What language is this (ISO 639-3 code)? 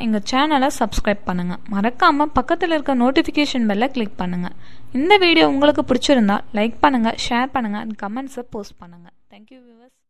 tam